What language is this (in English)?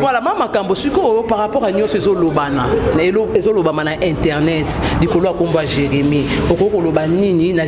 Lingala